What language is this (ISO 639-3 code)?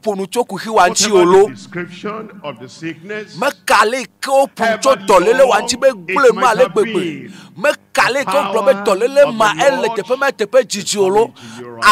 ewe